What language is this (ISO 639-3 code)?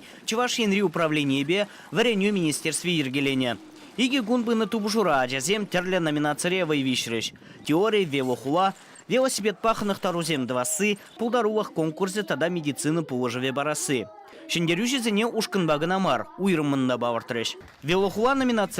chv